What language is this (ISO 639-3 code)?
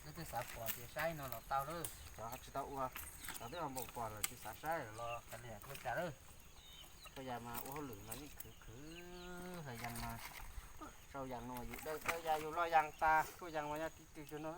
hmn